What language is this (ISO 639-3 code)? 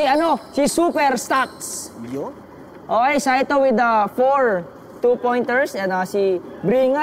fil